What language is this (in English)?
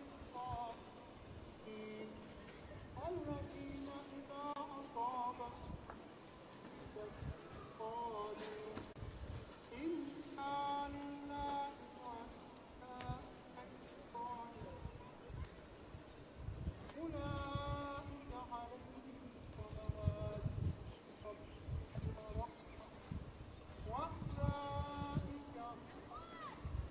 Arabic